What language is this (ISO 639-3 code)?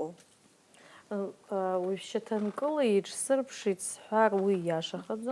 abk